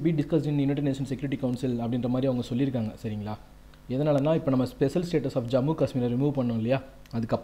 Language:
Tamil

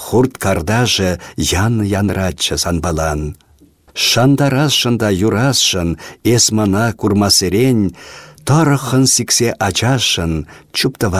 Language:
Chuvash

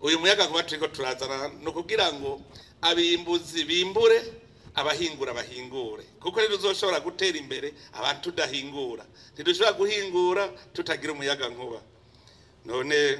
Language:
Rundi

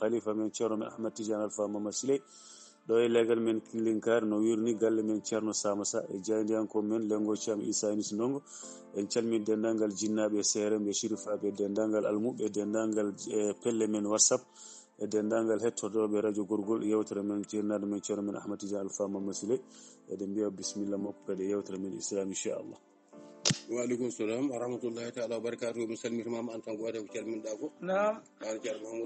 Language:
Fula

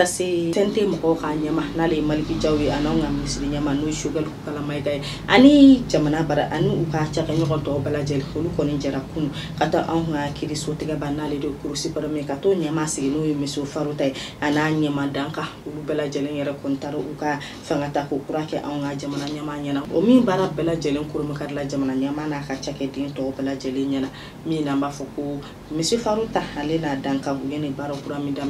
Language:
Bambara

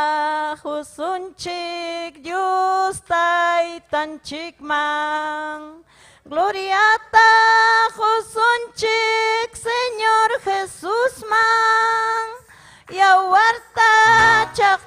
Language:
Ayacucho Quechua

